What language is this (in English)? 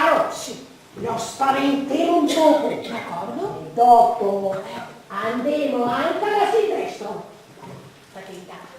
Venetian